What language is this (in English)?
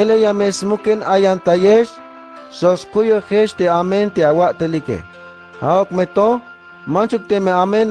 Tzeltal